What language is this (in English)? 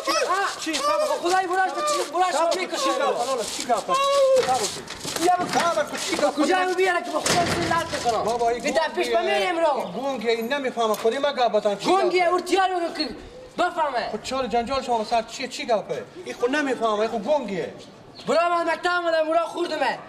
Persian